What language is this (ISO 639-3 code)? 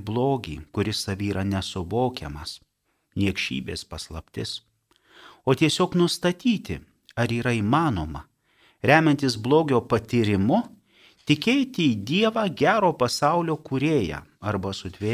lit